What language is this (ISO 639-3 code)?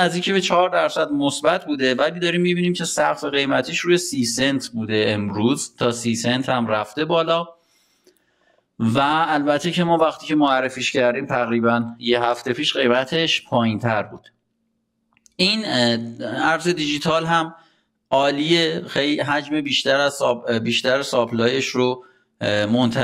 fas